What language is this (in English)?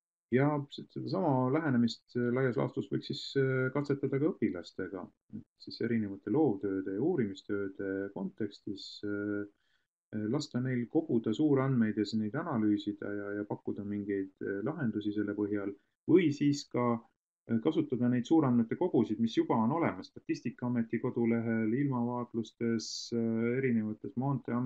Estonian